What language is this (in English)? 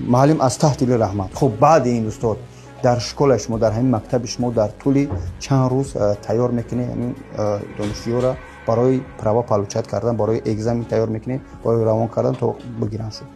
Tajik